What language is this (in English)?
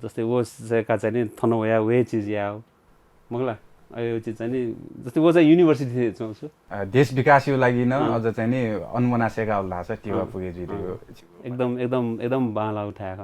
Newari